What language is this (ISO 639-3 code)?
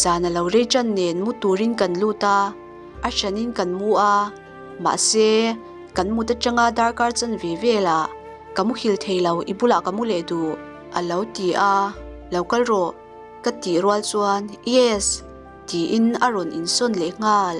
lus